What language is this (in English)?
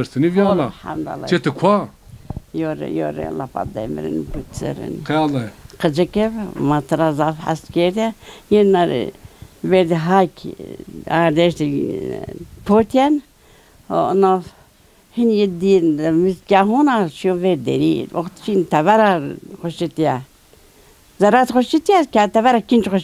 Zaza